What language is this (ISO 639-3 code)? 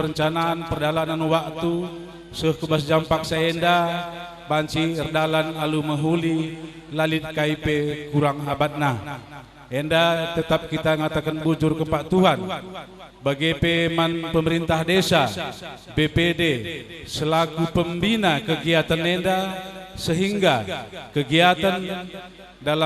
btx